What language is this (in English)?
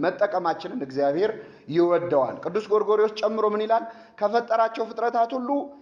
Amharic